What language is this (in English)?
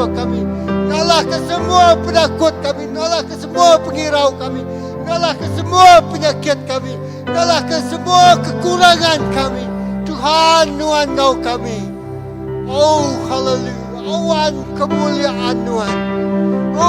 Iban